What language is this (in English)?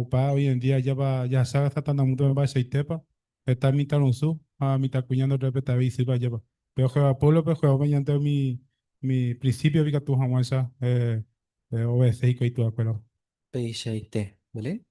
Guarani